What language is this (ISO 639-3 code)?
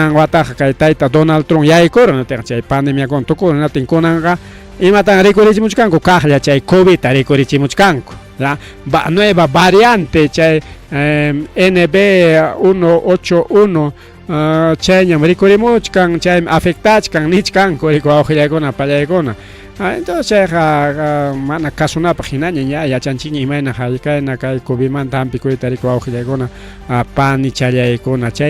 quy